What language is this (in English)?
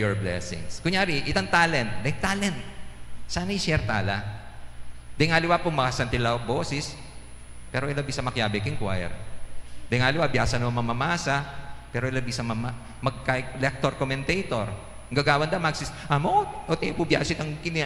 Pampanga